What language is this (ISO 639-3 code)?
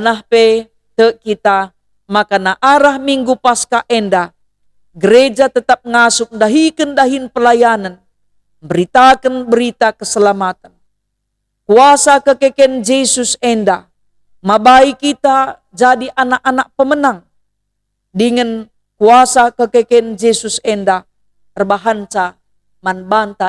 btx